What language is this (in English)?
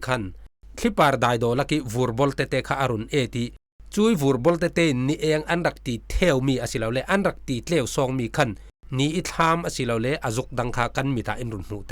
Falam Chin